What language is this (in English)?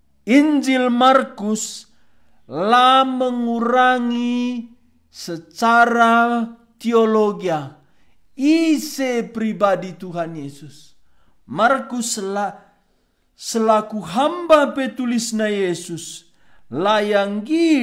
Batak Karo